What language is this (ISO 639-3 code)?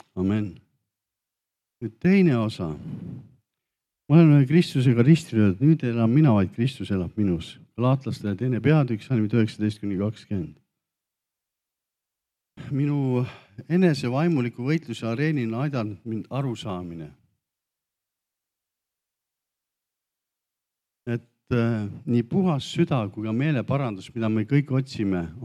est